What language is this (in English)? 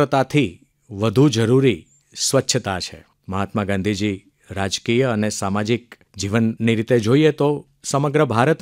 Gujarati